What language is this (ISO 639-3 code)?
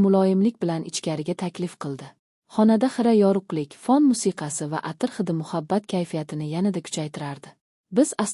uzb